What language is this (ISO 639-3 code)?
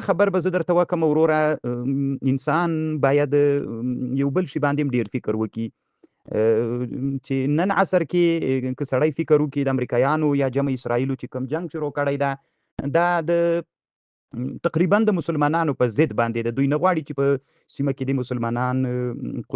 pus